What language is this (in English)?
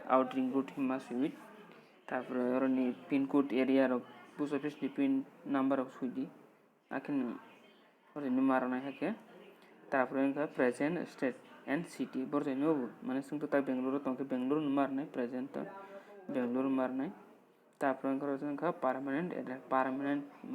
Kok Borok